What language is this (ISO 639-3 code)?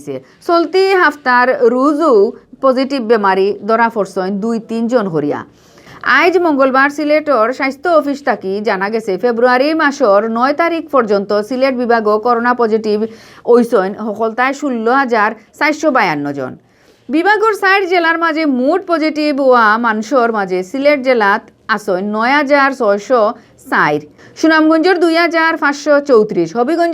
syl